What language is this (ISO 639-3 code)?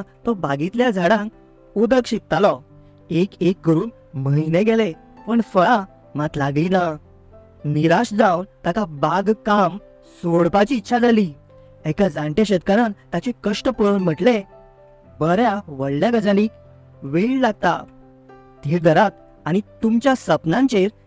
kok